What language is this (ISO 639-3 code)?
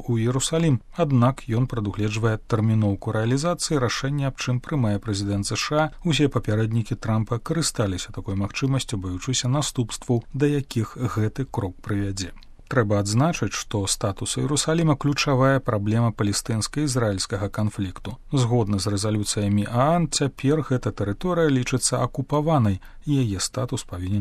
bel